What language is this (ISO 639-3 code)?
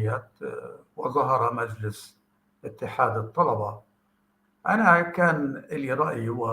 apc